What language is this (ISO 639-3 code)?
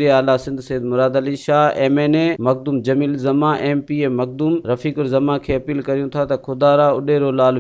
snd